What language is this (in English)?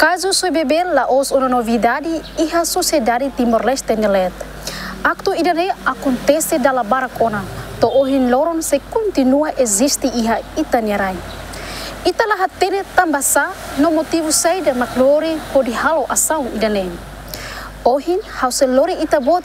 Tetum